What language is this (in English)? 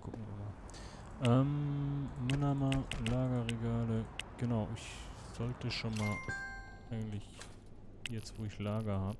Swiss German